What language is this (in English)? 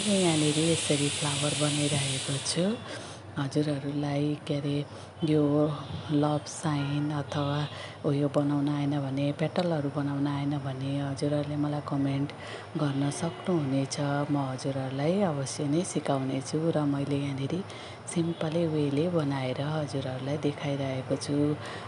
Nepali